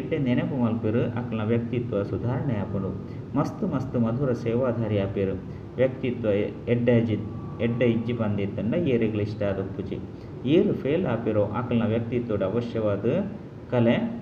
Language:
Tulu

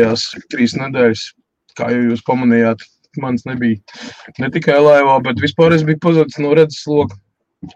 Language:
Latvian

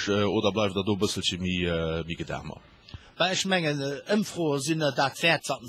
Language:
Luxembourgish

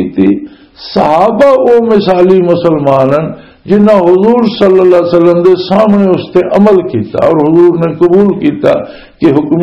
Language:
Western Panjabi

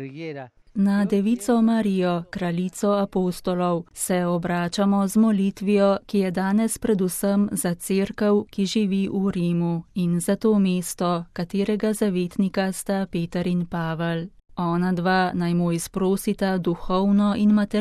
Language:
Slovenian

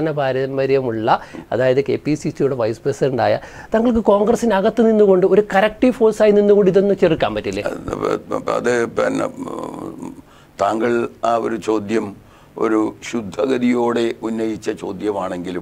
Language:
Malayalam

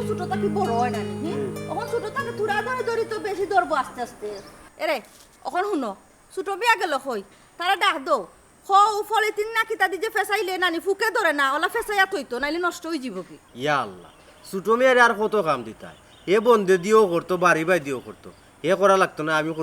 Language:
Sylheti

